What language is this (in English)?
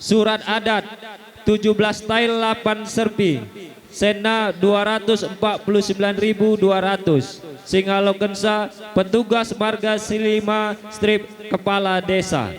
Batak Karo